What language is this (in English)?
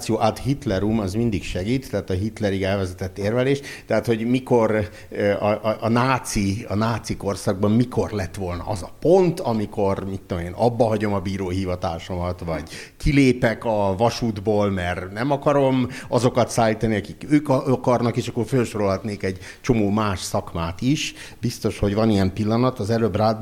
Hungarian